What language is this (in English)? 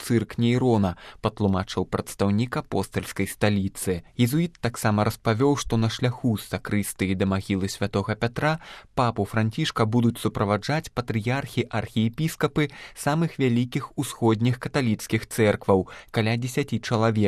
Belarusian